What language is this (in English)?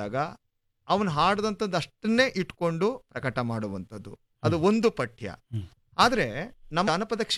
Kannada